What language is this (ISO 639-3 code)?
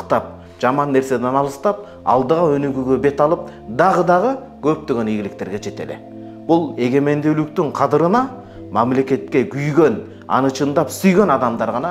kir